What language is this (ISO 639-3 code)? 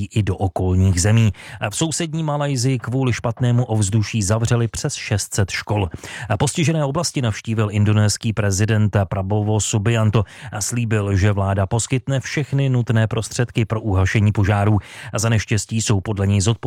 ces